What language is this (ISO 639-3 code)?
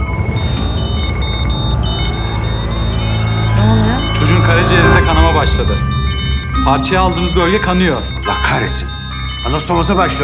tur